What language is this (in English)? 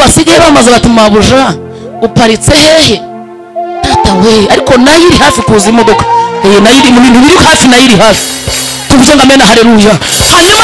Kinyarwanda